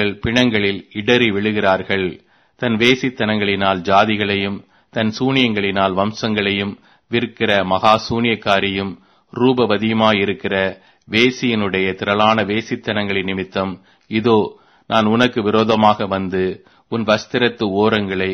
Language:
Tamil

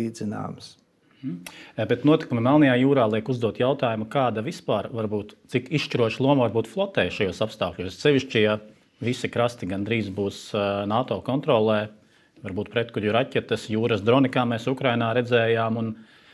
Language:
Latvian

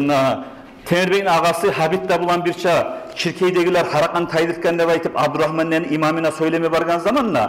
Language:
Kumyk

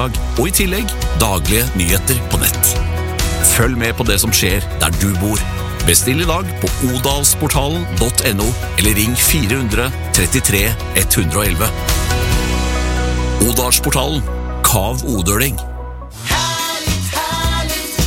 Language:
Norwegian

